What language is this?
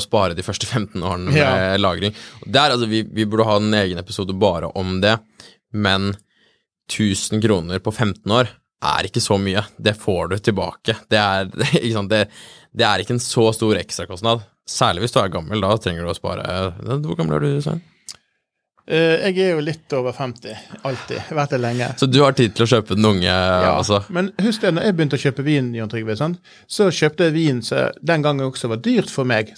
Norwegian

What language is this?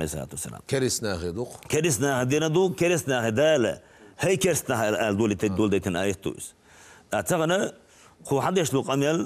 Chechen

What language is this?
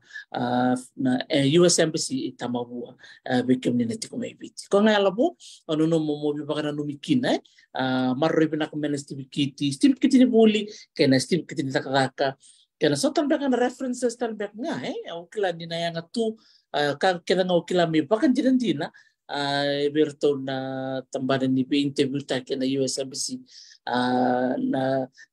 Fijian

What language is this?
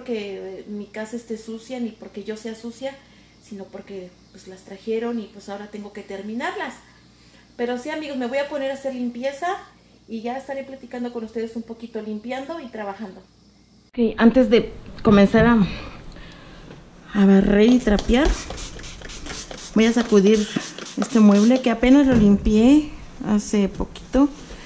Spanish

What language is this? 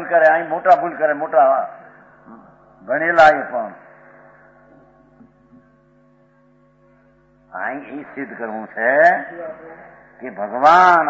Gujarati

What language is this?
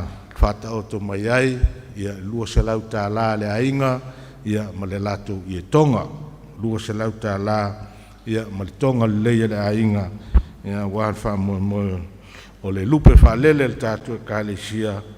Samoan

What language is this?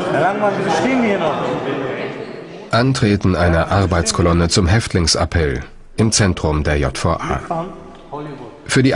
German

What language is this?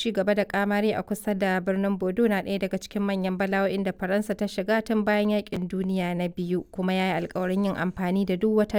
Hausa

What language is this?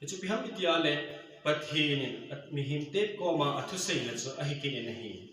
Thado Chin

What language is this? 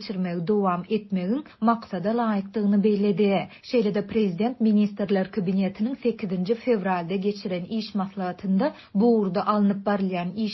Turkmen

